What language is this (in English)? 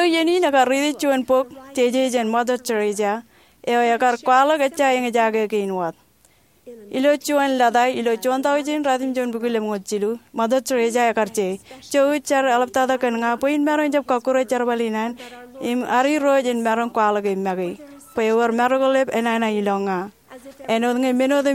Marshallese